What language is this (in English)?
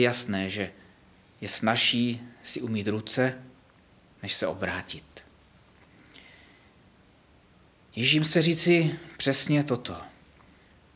Czech